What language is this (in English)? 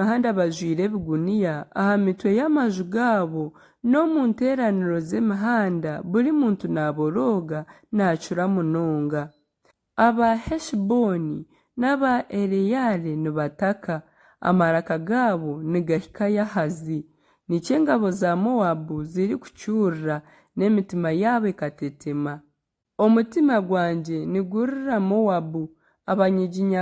Nyankole